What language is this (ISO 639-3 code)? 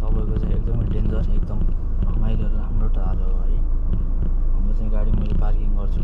nep